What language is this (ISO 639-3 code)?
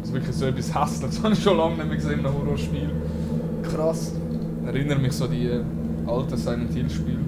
gsw